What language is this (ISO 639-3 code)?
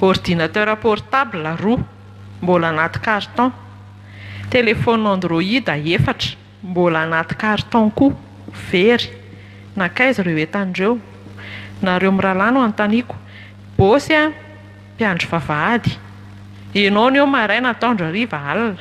mlg